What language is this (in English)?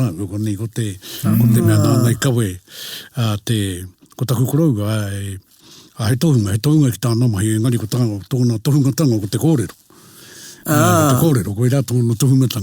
Māori